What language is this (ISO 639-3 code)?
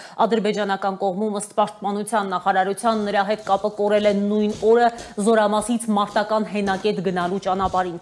hye